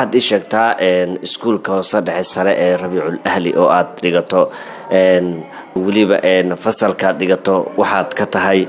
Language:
Somali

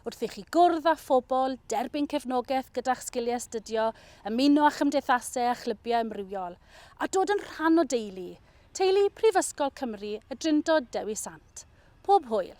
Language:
Welsh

